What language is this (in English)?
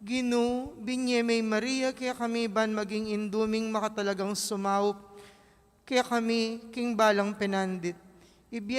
Pampanga